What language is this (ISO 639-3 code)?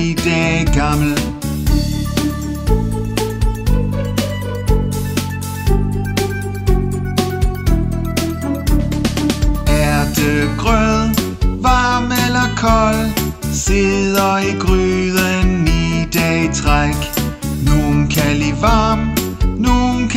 dan